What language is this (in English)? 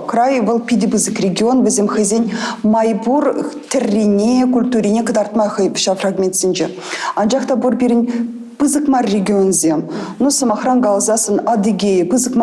Chuvash